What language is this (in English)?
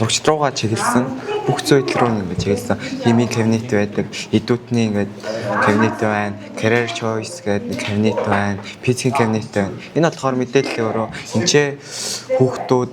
Mongolian